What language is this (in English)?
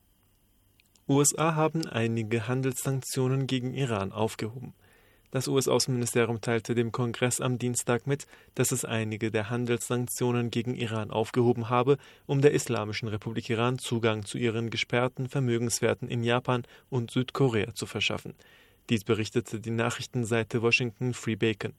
German